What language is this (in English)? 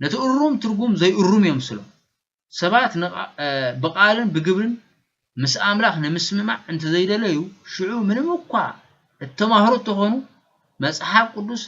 Tigrinya